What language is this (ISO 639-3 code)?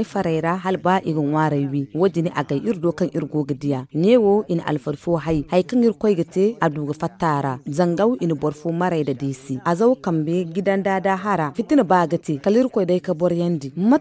dje